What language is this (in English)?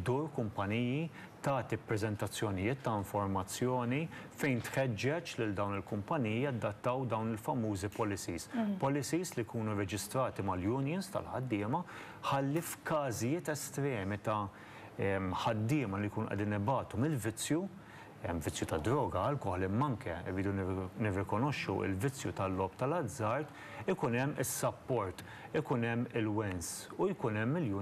Maltese